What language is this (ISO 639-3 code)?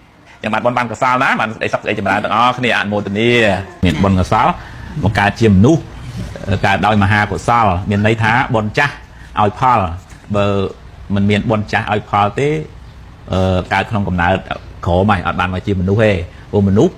khm